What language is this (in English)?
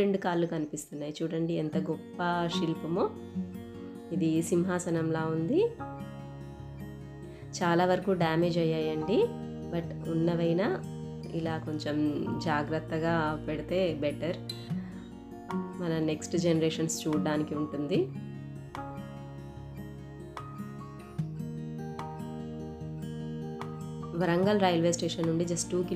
Telugu